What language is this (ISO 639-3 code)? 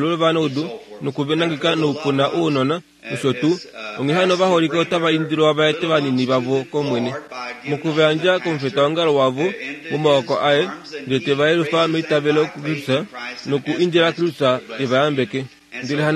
kua